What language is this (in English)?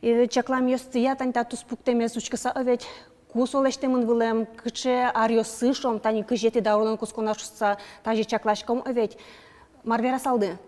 Udmurt